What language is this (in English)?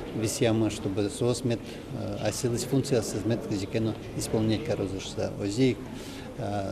Udmurt